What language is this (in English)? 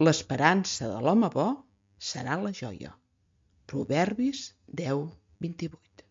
Catalan